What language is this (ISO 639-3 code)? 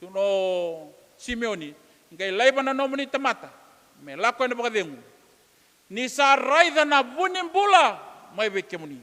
fij